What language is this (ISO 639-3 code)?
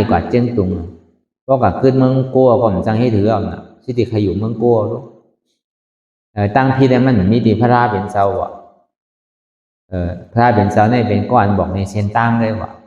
shn